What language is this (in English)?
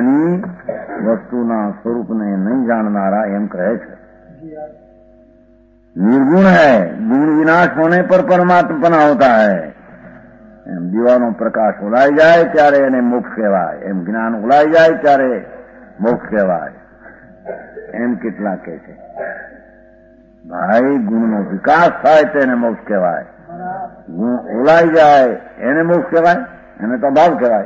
Gujarati